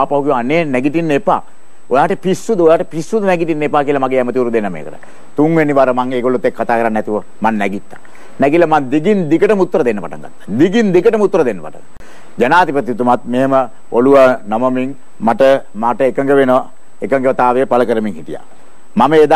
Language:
Sinhala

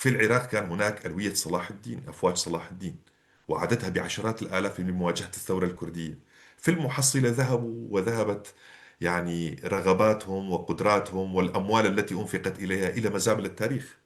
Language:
North Levantine Arabic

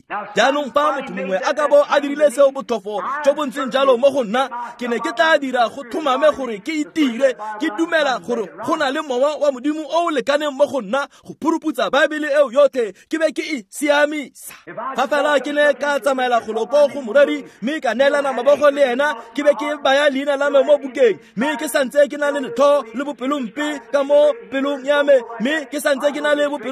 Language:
Tswana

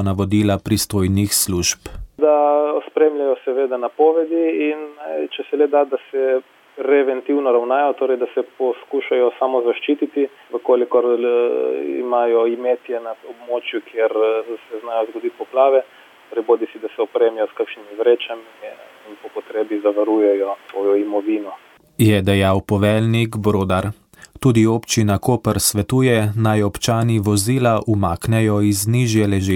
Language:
Slovenian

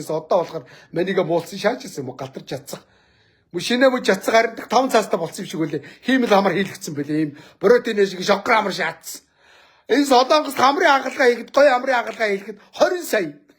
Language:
Mongolian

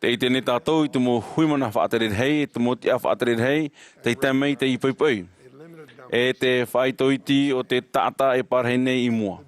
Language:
Tahitian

